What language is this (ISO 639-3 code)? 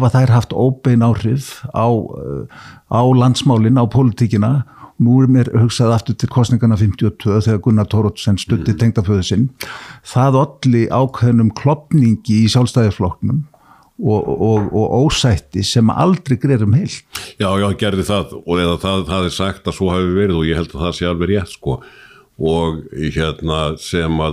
isl